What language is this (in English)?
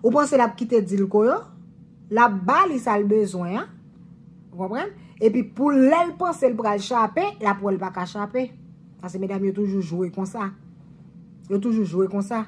Haitian Creole